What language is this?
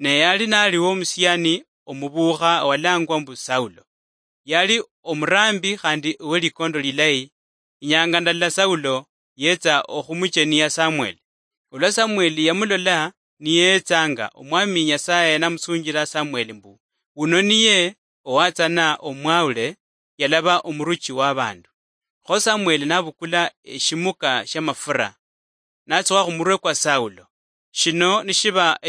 Luyia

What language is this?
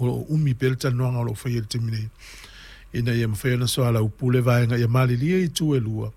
Samoan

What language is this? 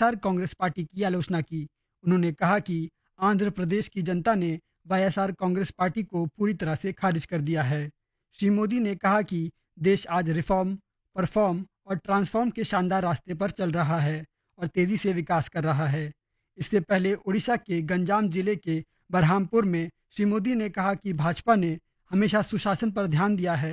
Hindi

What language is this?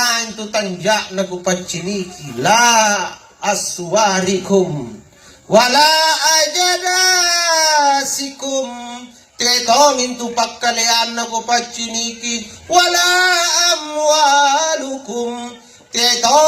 Makasar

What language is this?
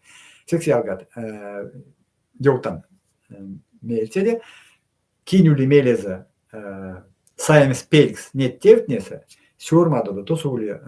Erzya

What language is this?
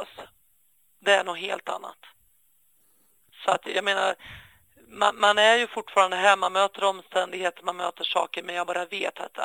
Swedish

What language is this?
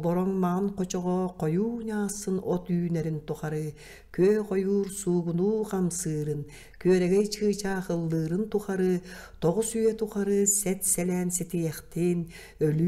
Yakut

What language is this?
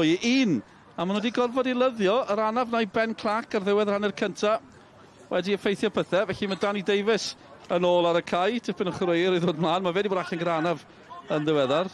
Welsh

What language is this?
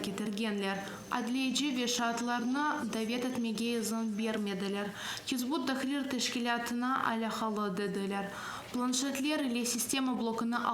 Crimean Tatar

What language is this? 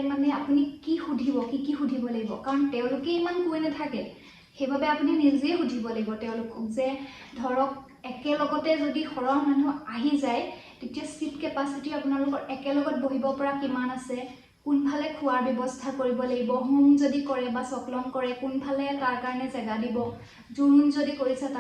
Assamese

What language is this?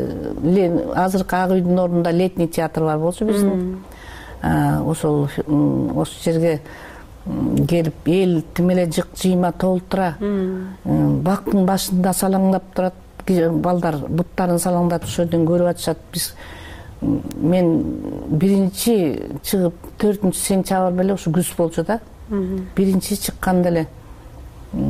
Kyrgyz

